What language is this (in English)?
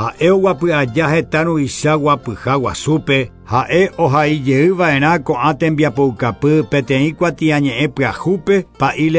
Guarani